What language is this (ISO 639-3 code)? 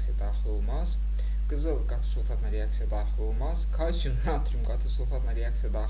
aze